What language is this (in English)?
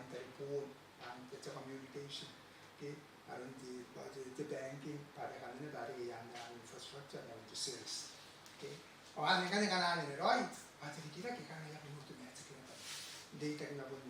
Gilbertese